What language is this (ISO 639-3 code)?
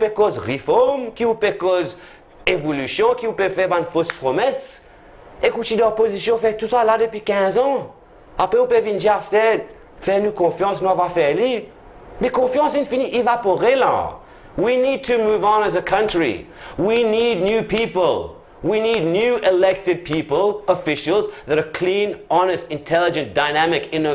mfe